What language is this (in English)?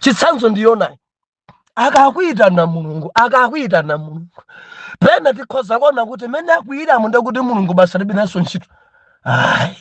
Nyanja